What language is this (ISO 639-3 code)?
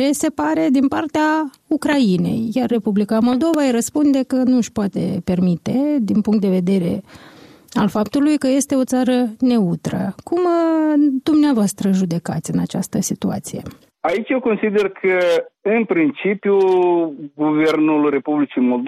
ron